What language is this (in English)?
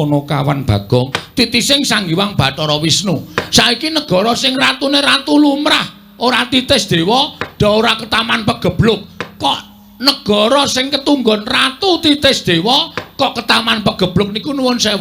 Javanese